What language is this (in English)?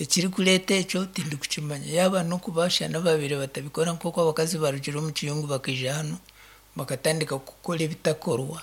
Nyankole